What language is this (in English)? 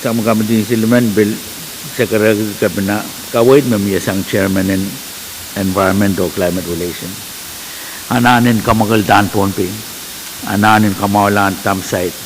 Pohnpeian